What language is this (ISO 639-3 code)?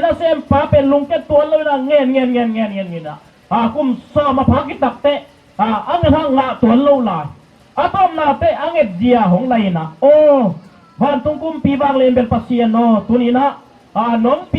ctd